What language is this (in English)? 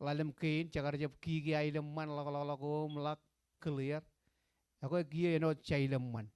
Marshallese